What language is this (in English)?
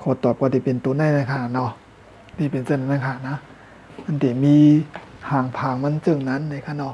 Shan